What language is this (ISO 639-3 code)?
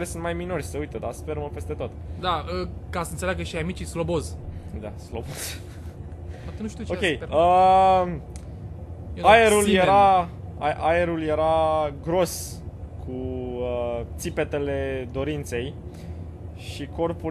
ron